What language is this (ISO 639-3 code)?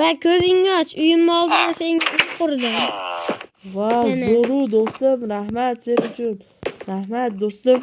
uzb